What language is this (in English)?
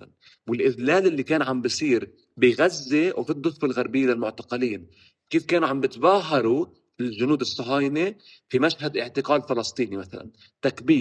North Levantine Arabic